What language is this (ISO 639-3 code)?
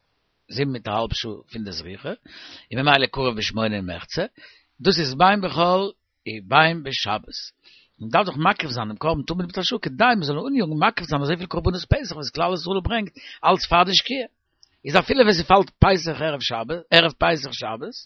yid